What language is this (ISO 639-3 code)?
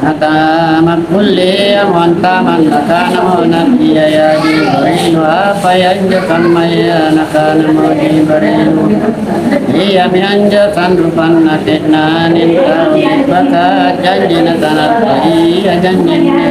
mak